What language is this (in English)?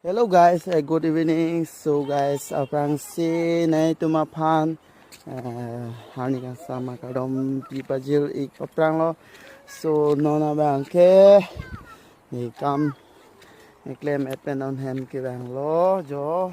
Karbi